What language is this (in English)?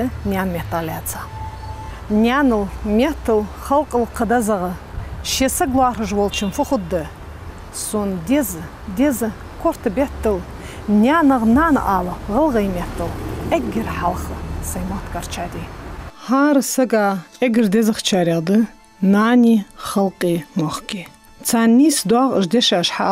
Ingush